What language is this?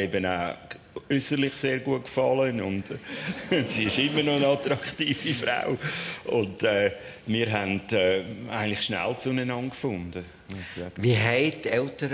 Swiss German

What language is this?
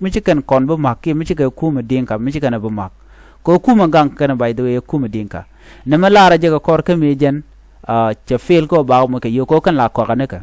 Nuer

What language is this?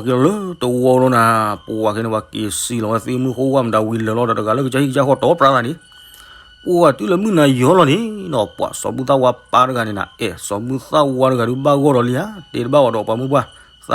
S'gaw Karen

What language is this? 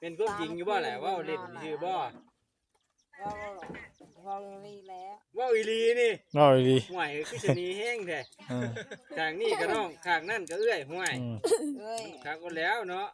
Northeastern Thai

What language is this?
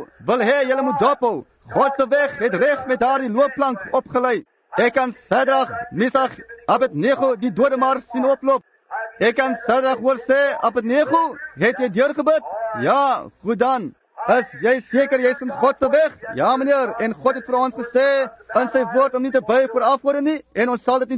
Afrikaans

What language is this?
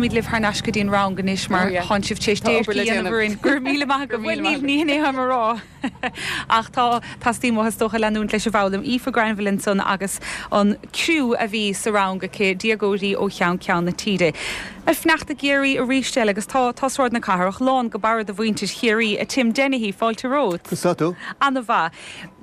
Irish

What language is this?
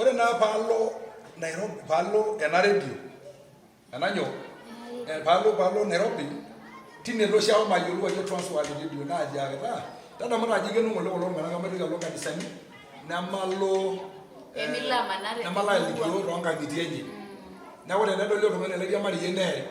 Masai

